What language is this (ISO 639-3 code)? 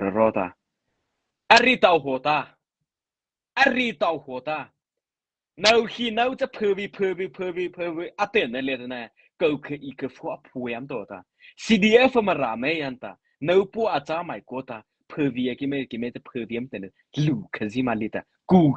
mrh